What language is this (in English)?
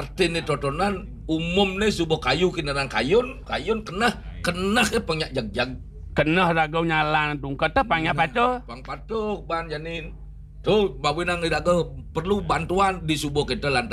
Balinese